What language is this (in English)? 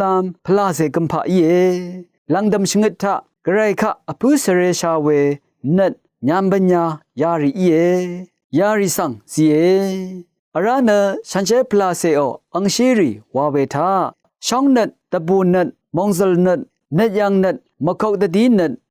Rawang